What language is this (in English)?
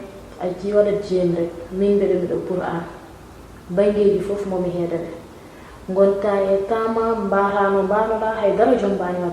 Fula